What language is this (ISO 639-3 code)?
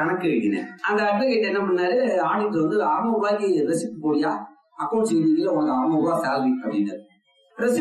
tam